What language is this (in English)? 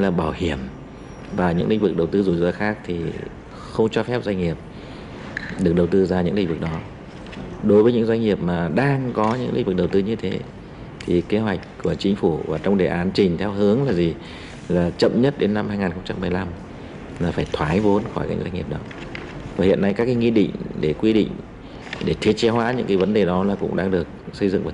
Vietnamese